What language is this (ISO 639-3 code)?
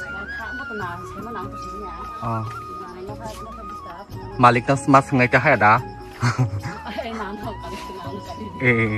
trp